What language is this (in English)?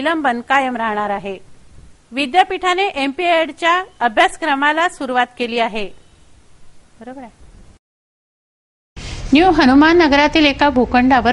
Marathi